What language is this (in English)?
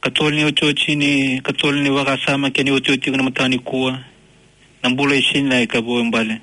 Fijian